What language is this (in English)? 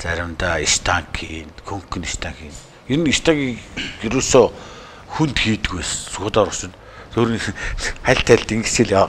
Mongolian